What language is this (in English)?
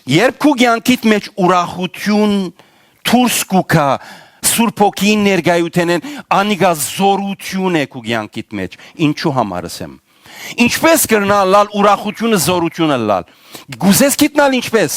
Western Armenian